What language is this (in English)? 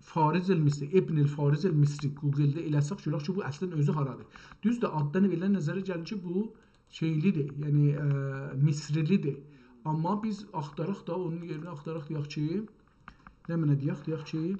South Azerbaijani